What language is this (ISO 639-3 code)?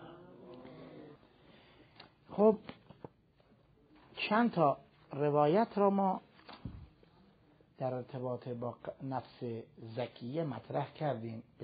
fas